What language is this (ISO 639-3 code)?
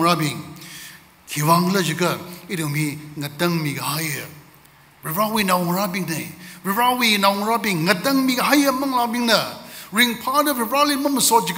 nmf